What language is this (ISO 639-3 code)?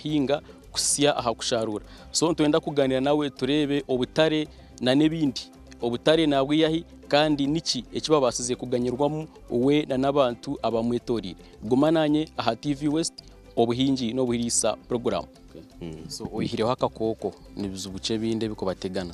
nyn